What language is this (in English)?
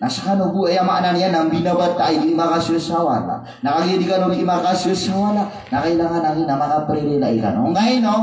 Maranao